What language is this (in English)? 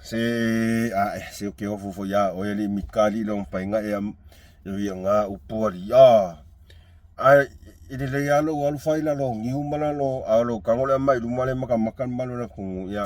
Samoan